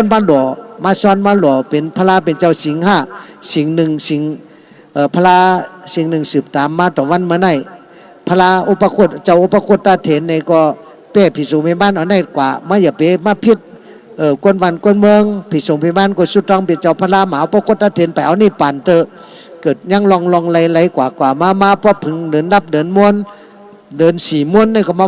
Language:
Shan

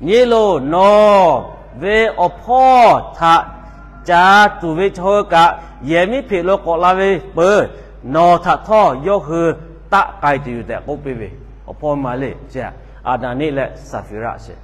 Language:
Lahu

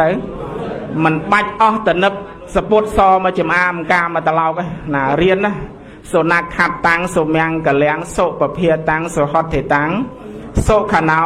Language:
Khmer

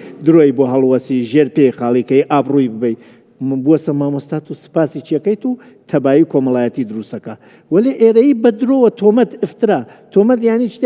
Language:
Central Kurdish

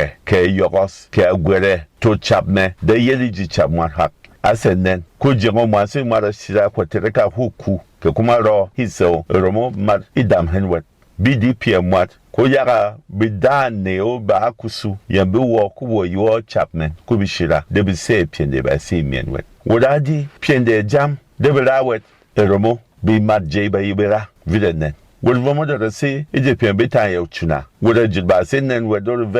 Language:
Berom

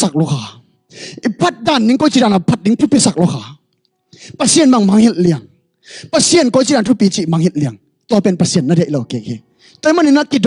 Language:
Tedim Chin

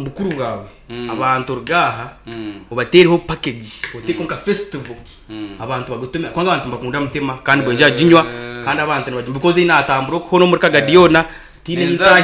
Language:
Nyankole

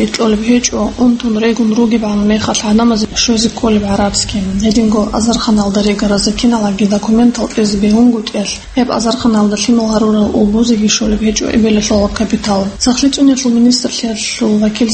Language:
Avaric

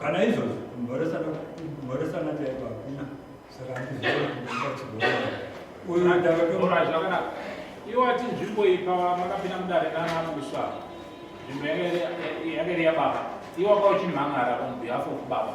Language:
Shona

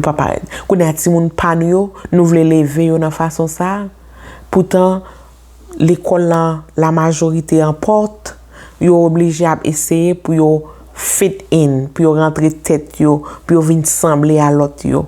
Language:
Haitian Creole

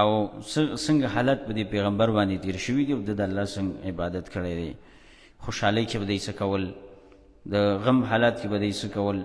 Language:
Pashto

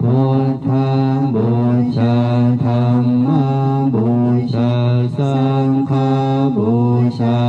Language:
Pali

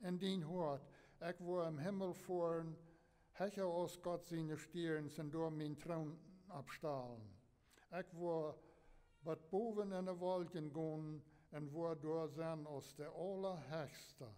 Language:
Plautdietsch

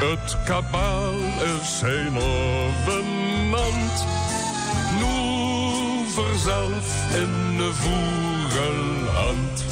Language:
Limburgish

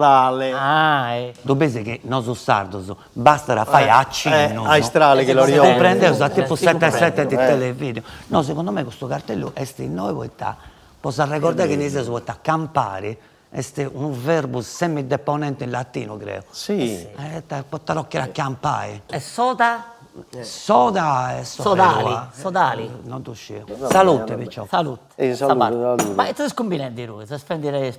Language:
Sardinian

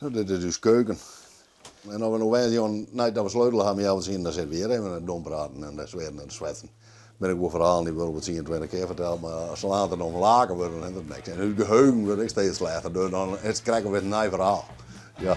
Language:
Western Frisian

